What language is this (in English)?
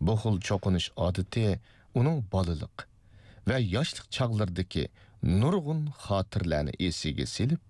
Uyghur